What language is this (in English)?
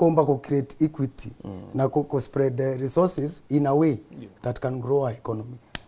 Meru